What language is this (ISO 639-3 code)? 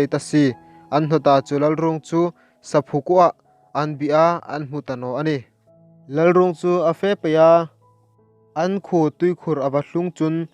hmr